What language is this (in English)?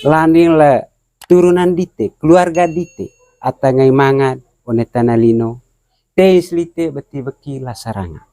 Manggarai